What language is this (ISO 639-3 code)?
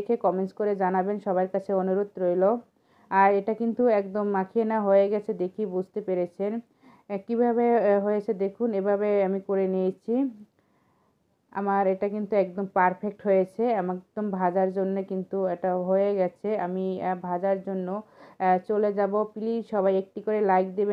ben